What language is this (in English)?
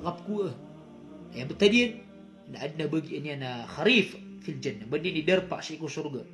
Maranao